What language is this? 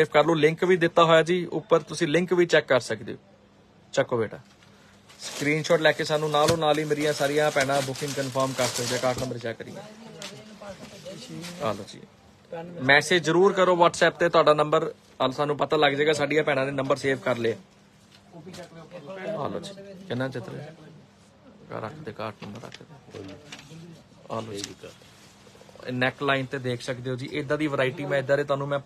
Punjabi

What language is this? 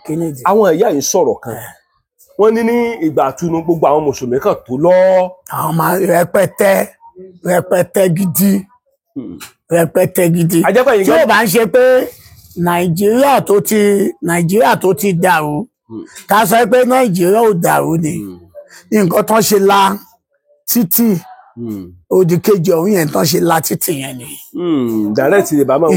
Yoruba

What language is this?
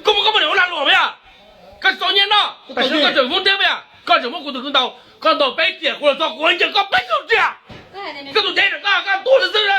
Hmong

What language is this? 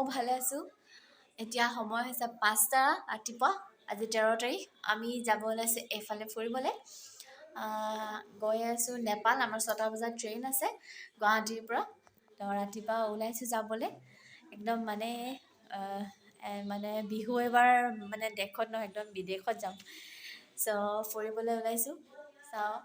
Assamese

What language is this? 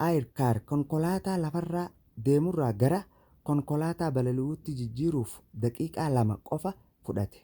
Oromo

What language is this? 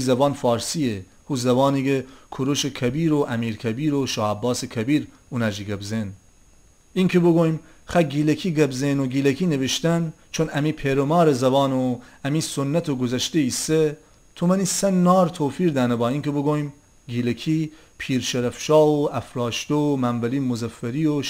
Gilaki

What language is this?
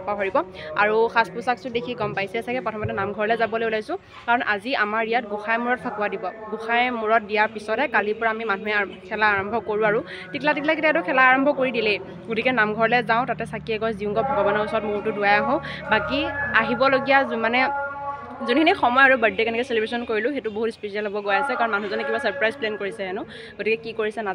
Assamese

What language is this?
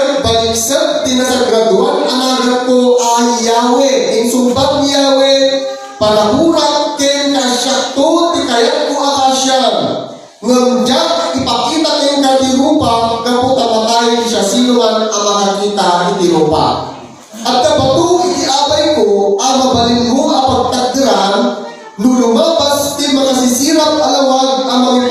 Iloko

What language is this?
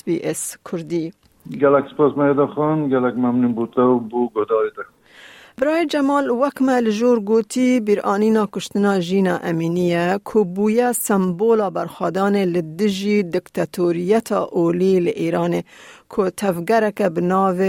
Kurdish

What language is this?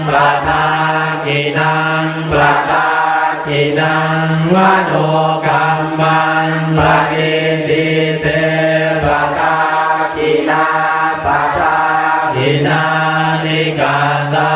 Pali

